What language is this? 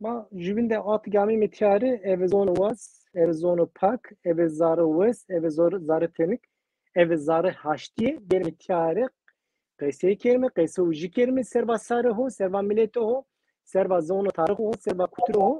Zaza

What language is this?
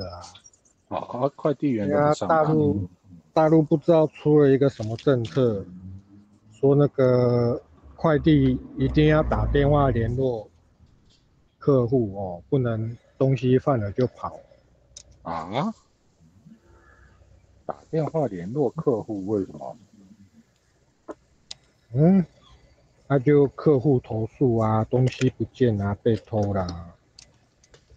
Chinese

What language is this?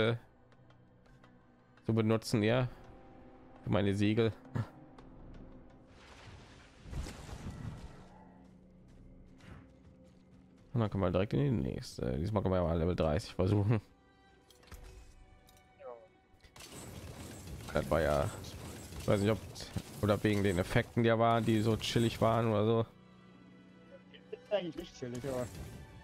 German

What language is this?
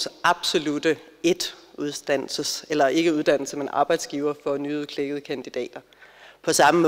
Danish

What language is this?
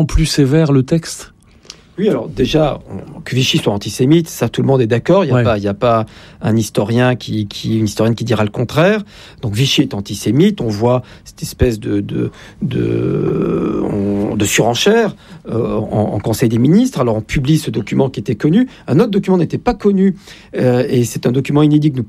French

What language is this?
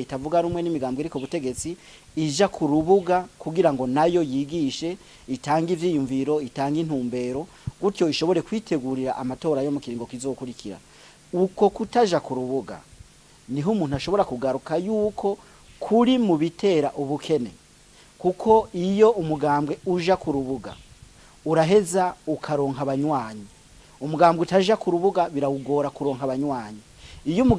Rundi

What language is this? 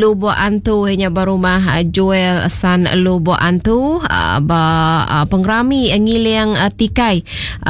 Iban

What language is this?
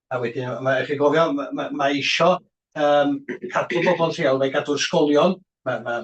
Welsh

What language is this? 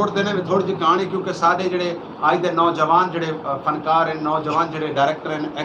Saraiki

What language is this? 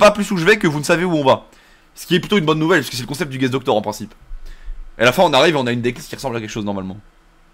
French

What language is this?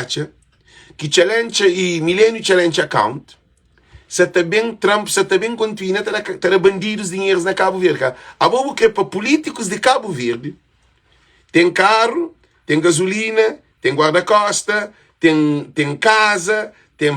Kabuverdianu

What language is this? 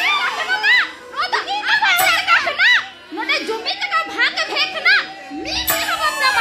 Santali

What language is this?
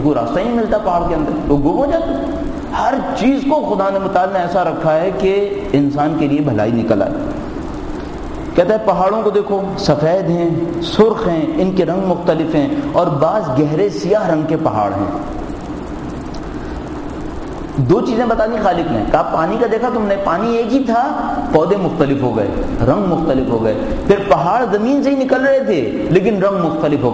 Urdu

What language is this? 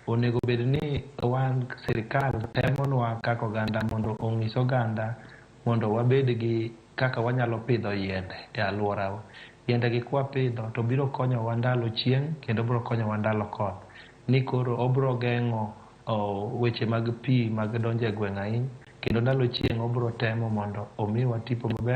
Luo (Kenya and Tanzania)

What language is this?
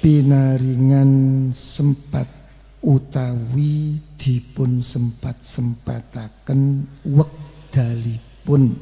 Javanese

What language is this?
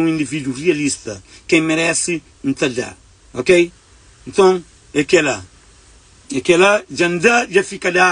Kabuverdianu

